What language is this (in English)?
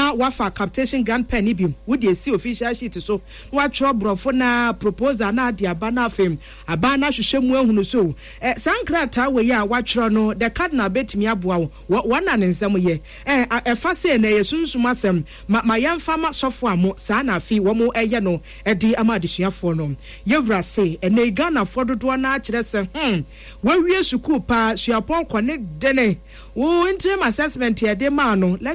Akan